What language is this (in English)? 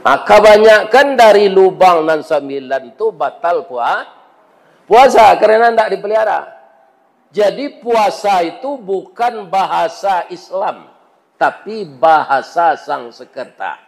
Minangkabau